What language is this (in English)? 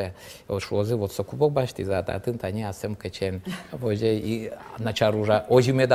Udmurt